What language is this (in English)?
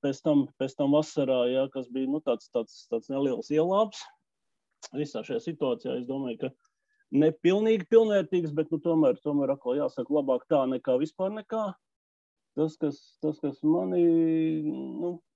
Latvian